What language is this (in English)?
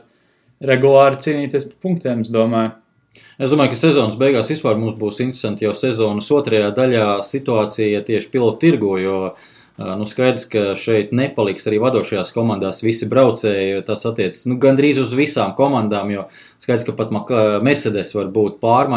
Latvian